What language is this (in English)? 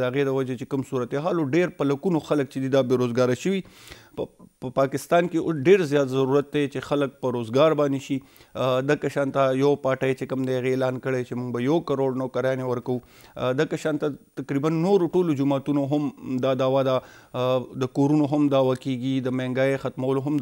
Pashto